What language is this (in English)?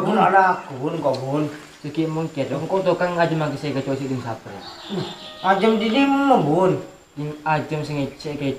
Madurese